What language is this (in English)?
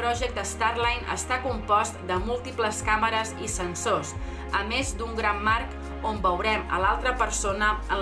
Catalan